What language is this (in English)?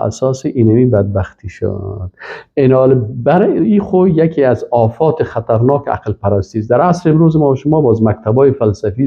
Persian